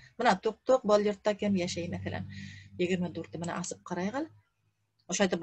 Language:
Bashkir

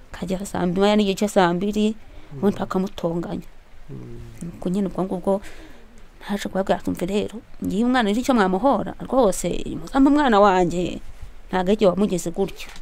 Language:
Kinyarwanda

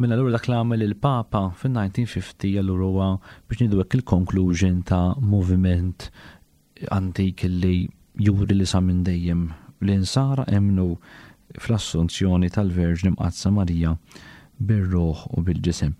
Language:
Maltese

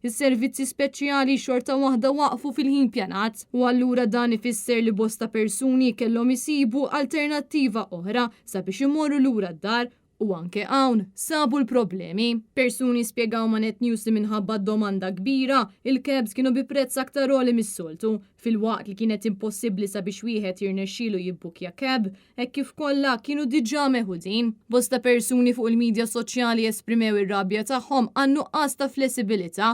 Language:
Maltese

